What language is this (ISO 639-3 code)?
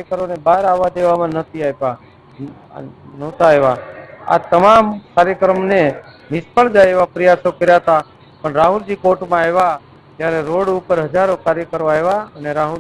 guj